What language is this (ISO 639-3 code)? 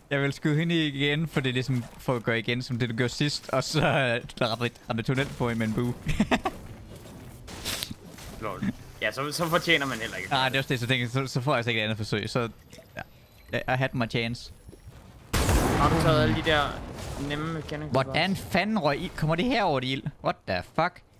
dan